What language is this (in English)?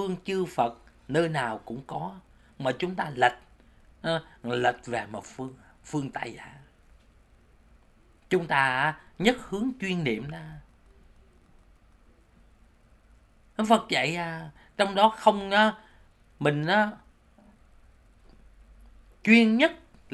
Vietnamese